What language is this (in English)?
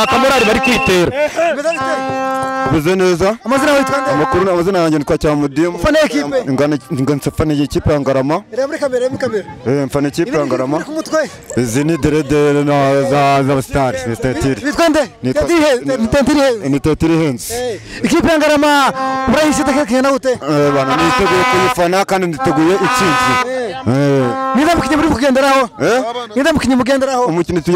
Kinyarwanda